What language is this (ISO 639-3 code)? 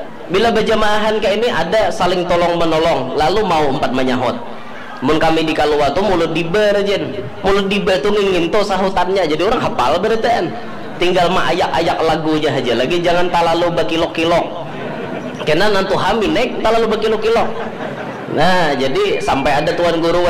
bjn